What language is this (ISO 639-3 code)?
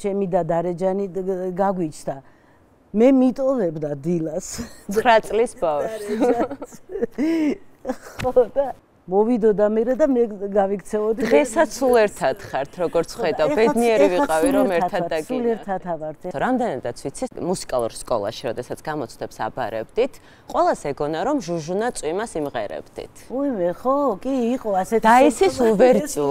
kat